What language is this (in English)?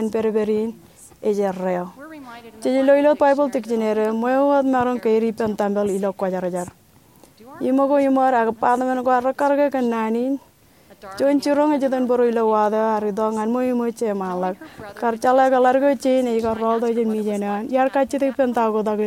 Marshallese